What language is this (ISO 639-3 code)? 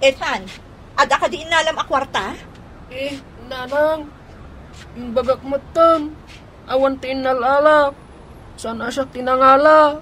ilo